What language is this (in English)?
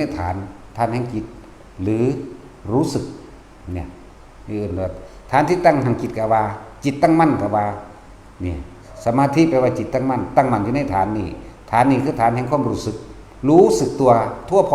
Northeastern Thai